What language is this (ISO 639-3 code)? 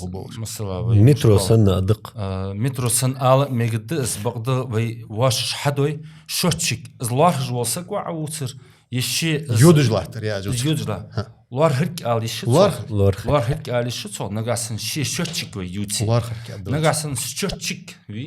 inh